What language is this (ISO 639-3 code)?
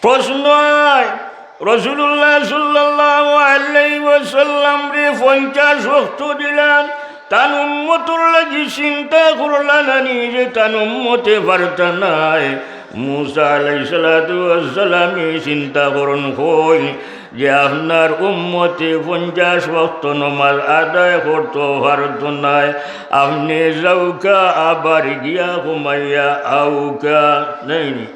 syl